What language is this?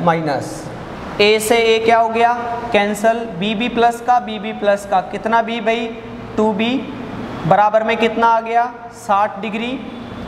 Hindi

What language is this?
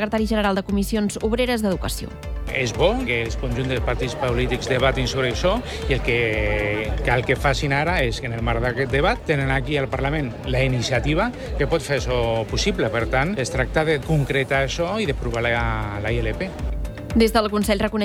Catalan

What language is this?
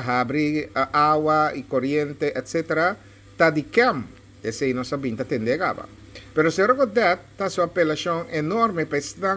Papiamento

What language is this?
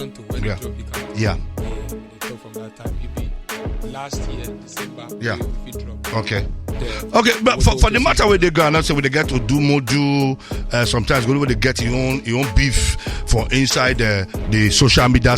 Nigerian Pidgin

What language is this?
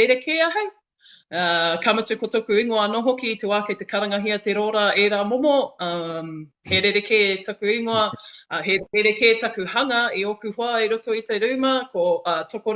Māori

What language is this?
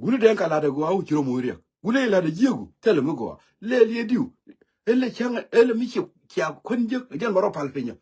Nuer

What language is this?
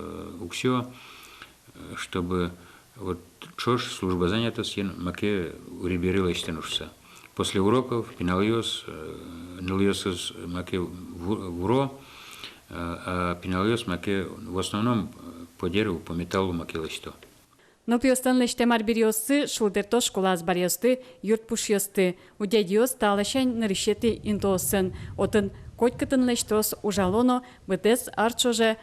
Udmurt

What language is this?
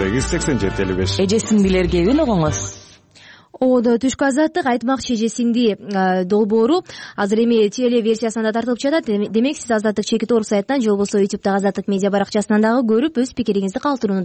Kyrgyz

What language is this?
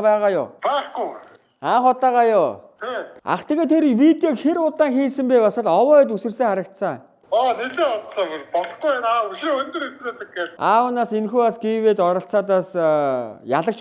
Mongolian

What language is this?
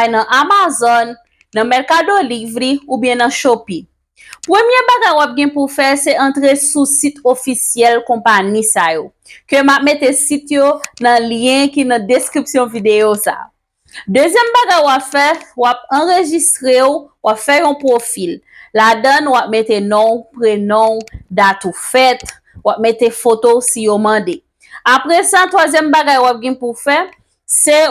Haitian Creole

